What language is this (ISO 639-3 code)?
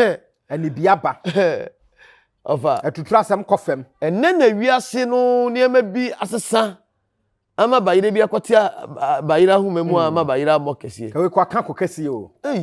aka